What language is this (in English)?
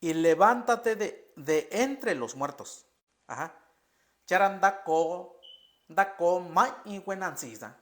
Mixtepec Mixtec